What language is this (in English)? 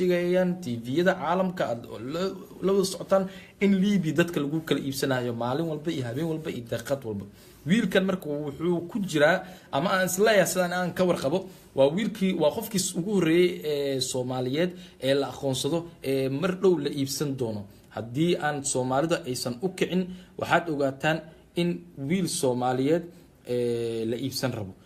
Somali